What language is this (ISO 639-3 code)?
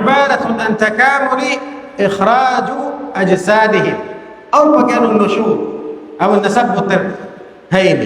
tsg